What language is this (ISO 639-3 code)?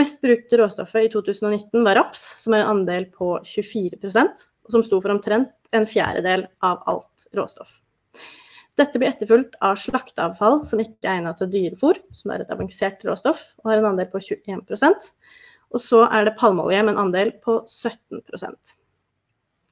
nor